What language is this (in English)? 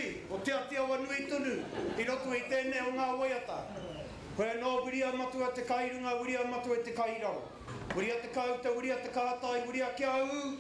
Māori